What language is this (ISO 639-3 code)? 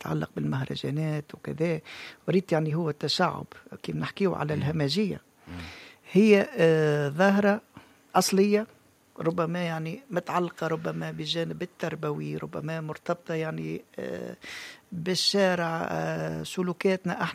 aeb